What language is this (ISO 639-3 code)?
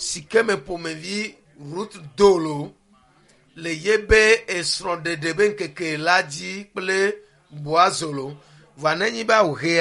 ewe